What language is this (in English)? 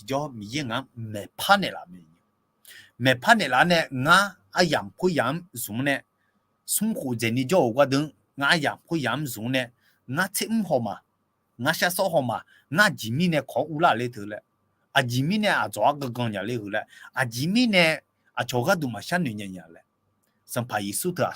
Akha